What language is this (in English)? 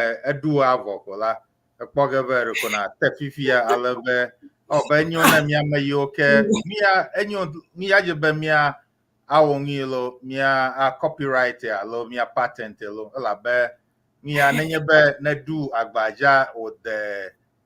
Ewe